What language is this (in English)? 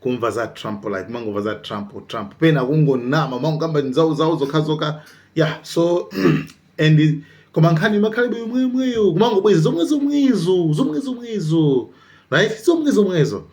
Nyanja